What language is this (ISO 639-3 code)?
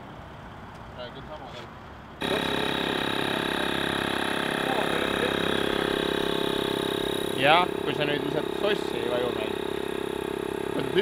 est